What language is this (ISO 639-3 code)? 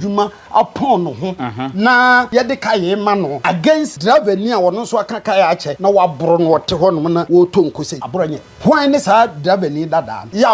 aka